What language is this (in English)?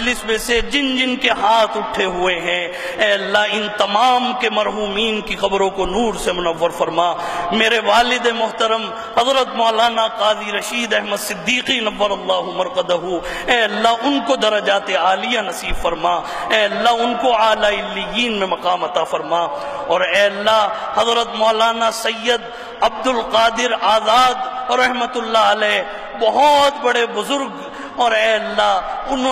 Urdu